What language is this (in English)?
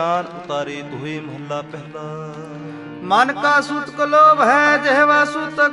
Punjabi